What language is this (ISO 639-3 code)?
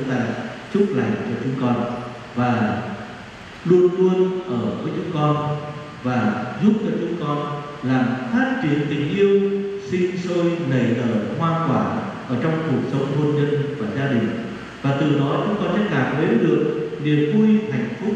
vie